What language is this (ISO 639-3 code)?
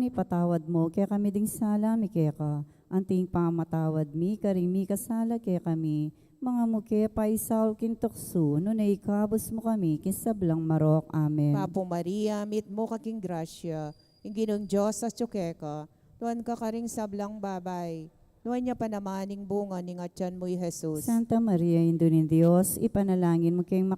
pam